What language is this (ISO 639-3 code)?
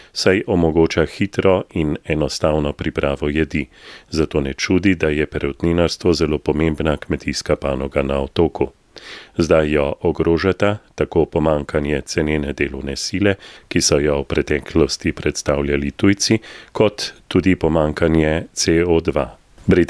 slv